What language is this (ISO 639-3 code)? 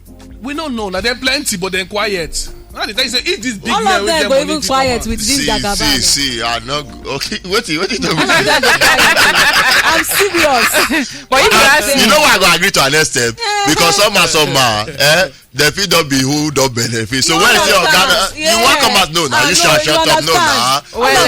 pcm